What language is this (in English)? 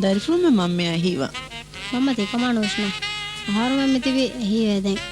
Divehi